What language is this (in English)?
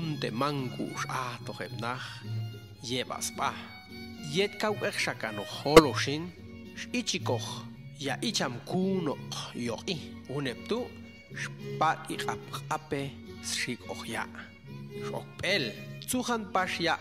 Popti'